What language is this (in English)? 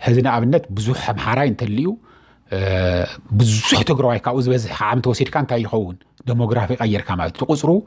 Tigrinya